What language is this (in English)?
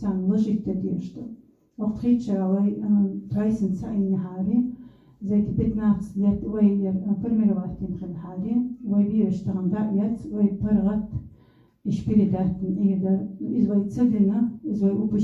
Chechen